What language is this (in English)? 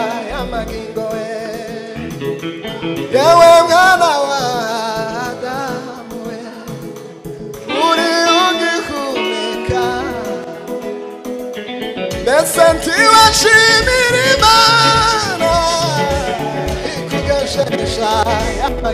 Kinyarwanda